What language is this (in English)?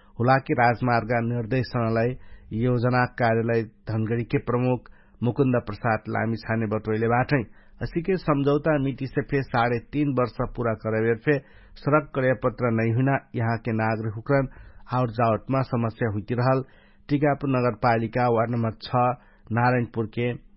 Dangaura Tharu